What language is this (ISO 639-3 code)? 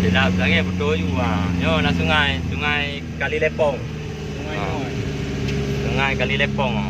ace